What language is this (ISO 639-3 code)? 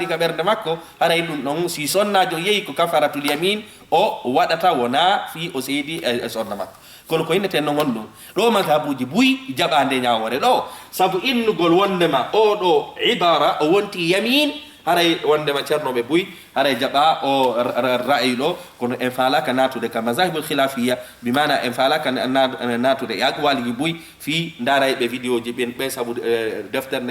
ful